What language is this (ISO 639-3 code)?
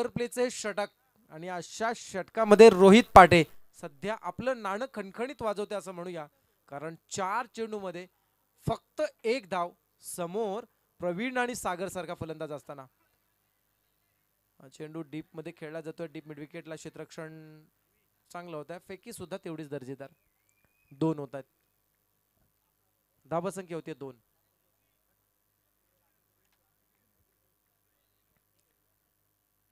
mar